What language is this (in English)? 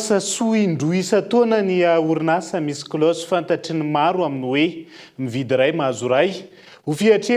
Malagasy